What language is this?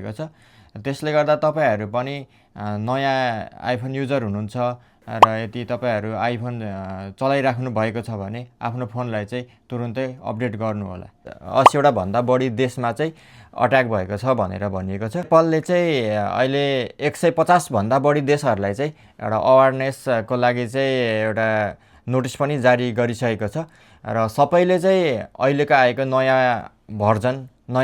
Nepali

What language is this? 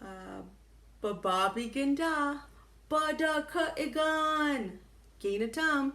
Chippewa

